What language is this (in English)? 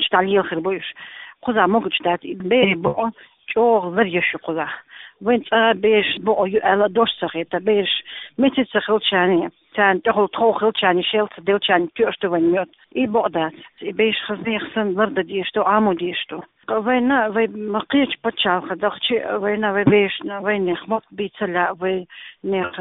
Chechen